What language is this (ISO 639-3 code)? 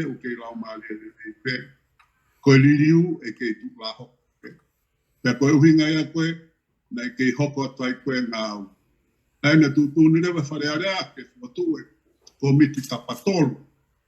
ton